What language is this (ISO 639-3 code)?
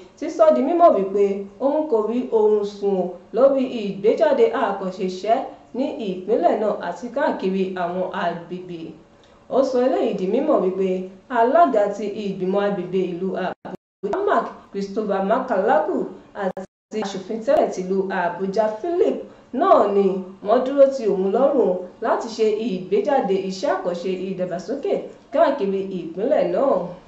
yor